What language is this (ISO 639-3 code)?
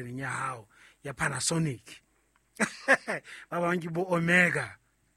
sot